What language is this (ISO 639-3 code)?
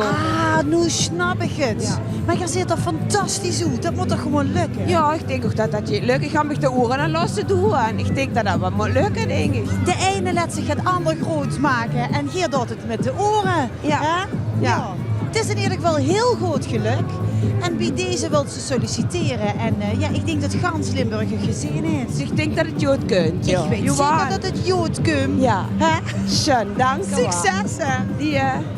lim